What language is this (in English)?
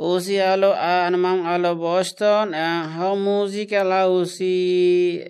Tetum